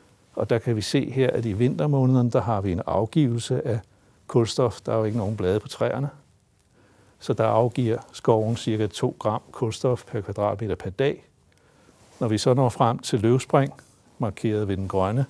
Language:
Danish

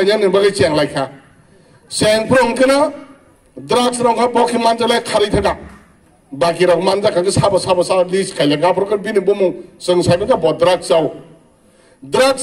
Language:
Kok Borok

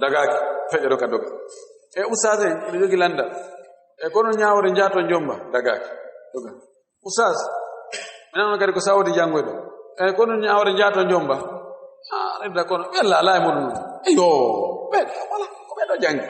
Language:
Fula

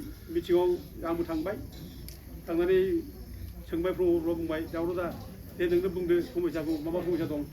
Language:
Bodo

